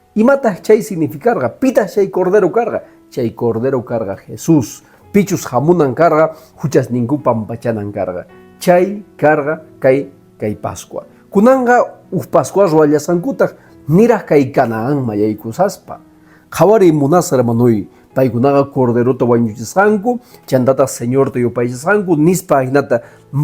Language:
Quechua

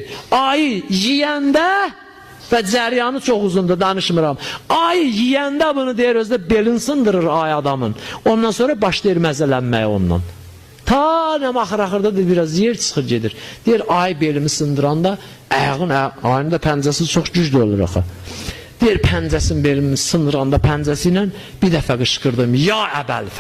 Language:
Azerbaijani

